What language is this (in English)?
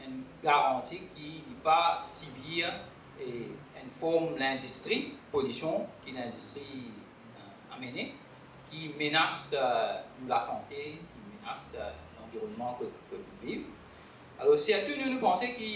Morisyen